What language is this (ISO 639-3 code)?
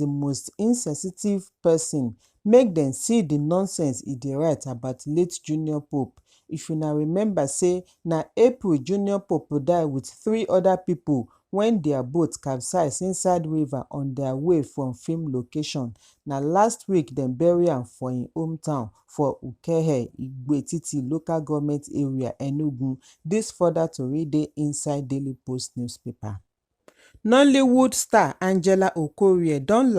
pcm